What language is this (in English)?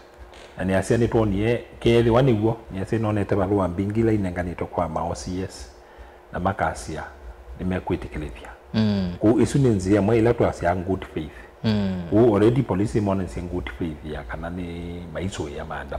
Kamba